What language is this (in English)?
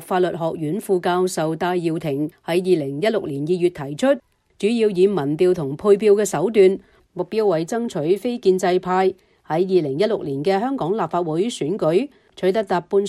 Cantonese